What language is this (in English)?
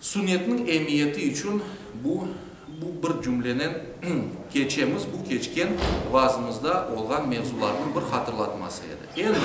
Crimean Tatar